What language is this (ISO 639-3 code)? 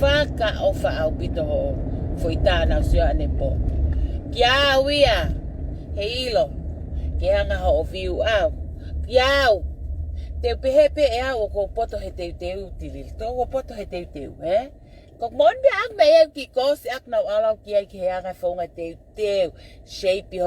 ton